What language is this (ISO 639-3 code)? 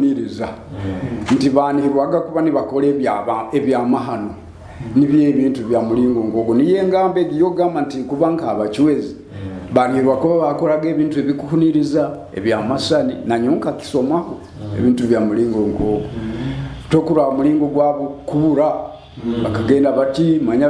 nyo